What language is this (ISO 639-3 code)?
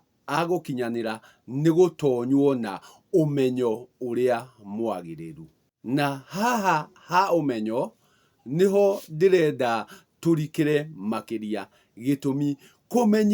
kik